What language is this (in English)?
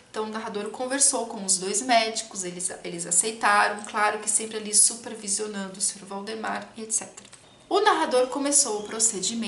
Portuguese